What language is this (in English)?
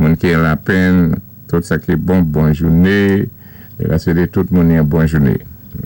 Saint Lucian Creole French